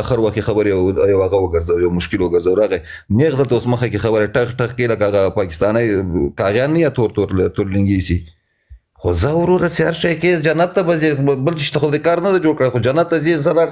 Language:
Pashto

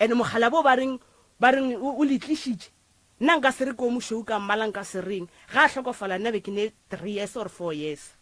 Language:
Northern Sotho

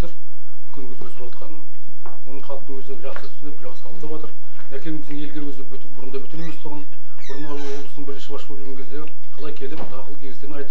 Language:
Kazakh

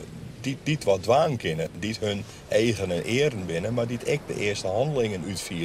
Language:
Western Frisian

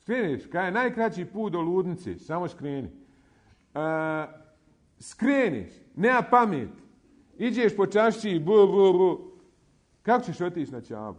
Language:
Bosnian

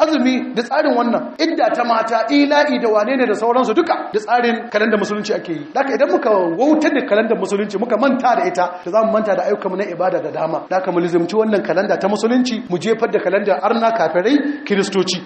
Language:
Hausa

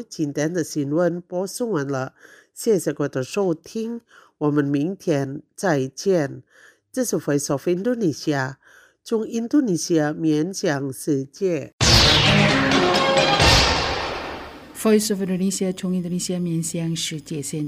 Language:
Chinese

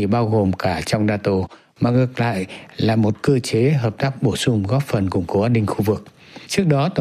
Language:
Vietnamese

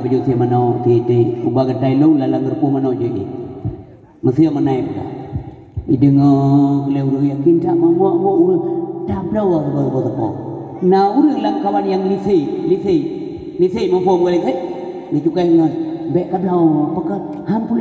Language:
Achinese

